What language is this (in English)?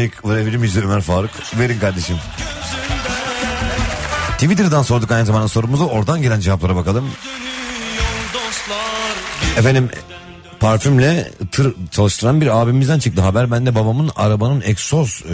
Turkish